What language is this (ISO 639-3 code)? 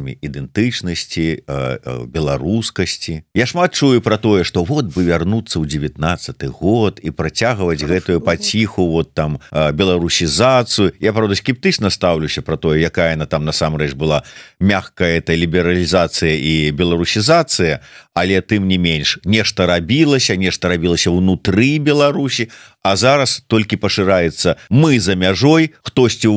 bel